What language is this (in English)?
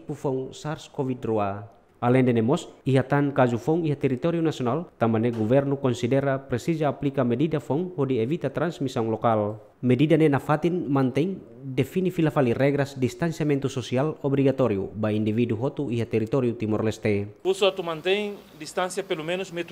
Tetum